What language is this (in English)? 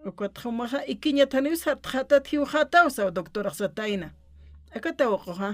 Aymara